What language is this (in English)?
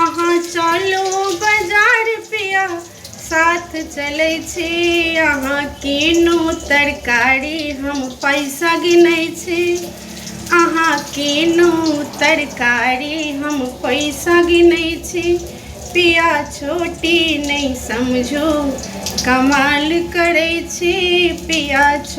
Maithili